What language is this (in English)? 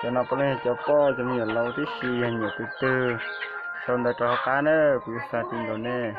Hmong